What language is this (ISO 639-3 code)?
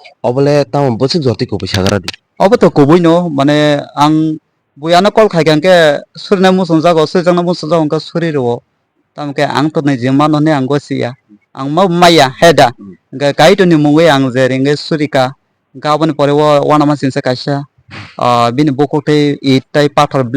trp